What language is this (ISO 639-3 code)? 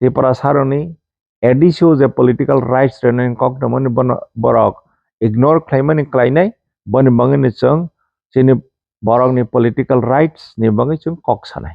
trp